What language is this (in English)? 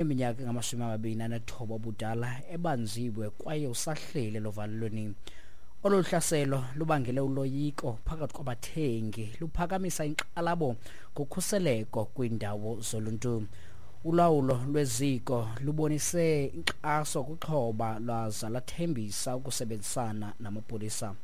Xhosa